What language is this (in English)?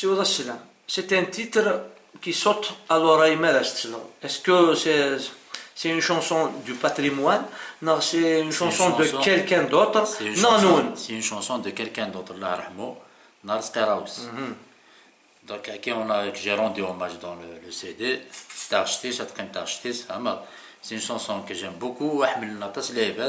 Kabyle